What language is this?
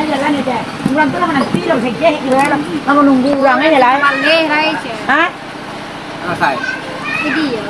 Minangkabau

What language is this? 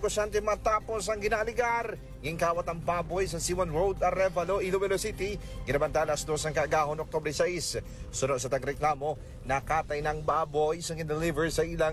Hiligaynon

